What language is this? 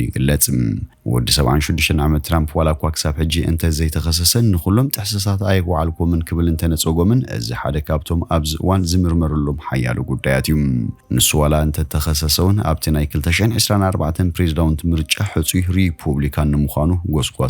Tigrinya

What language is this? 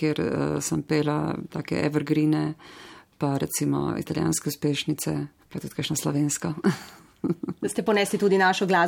Slovenian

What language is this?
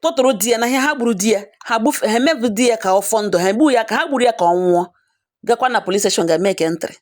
Igbo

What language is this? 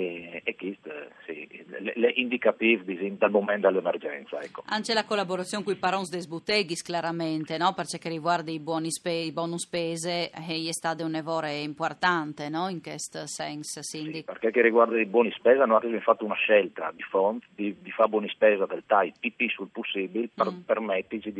Friulian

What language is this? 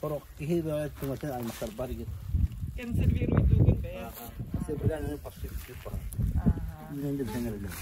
Yakut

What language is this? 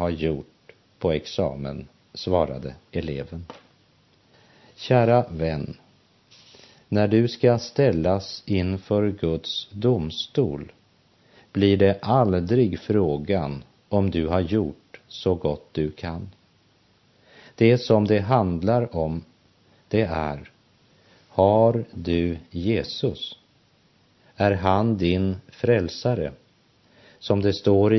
Swedish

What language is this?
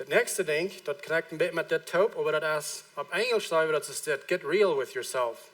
Plautdietsch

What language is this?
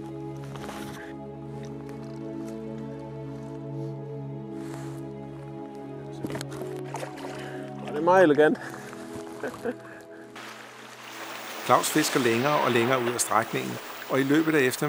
Danish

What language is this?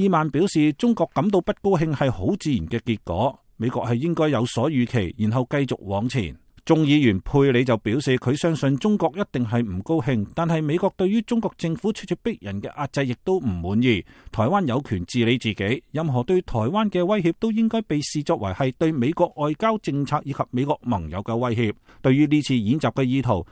Cantonese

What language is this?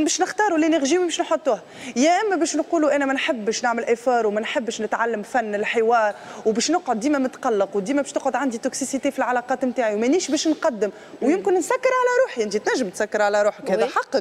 Tunisian Arabic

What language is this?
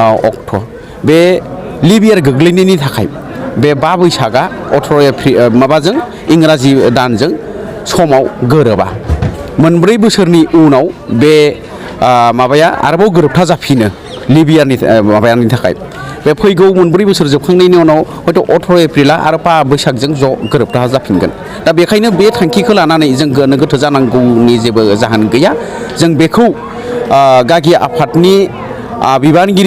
Bodo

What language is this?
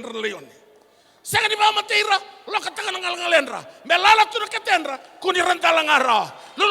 Fijian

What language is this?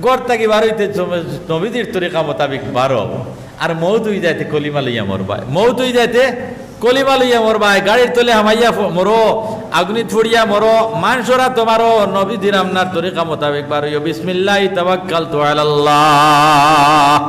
Sylheti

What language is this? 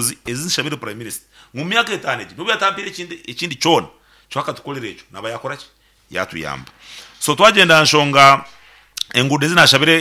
Nyankole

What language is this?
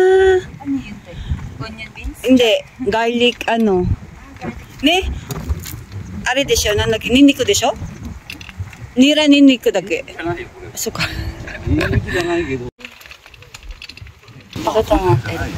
Filipino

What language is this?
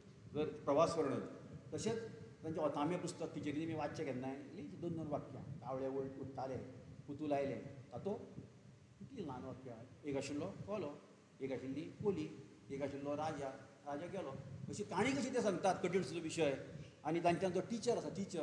Konkani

